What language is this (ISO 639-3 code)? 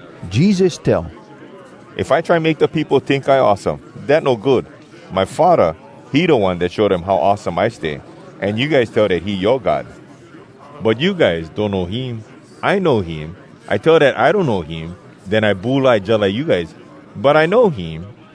hwc